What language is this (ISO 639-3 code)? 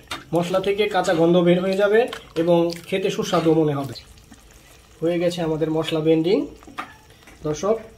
ben